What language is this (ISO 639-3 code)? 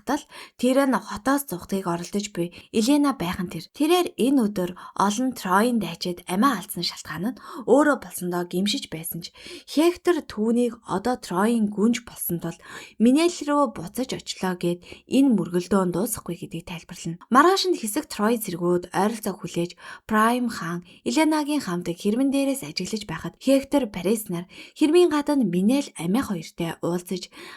mon